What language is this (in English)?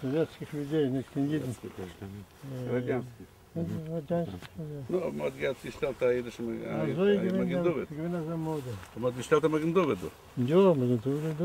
Yiddish